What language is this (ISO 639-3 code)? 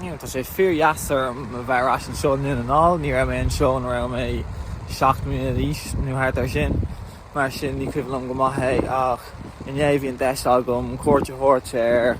gle